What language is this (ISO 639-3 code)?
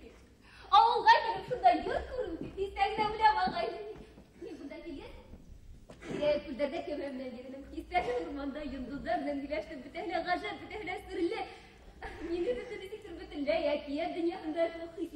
bak